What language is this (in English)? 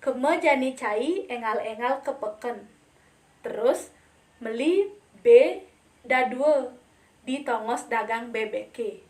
Balinese